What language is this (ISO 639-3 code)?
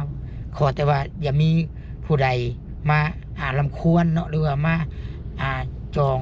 lao